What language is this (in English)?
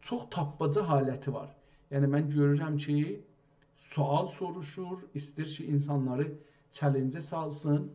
South Azerbaijani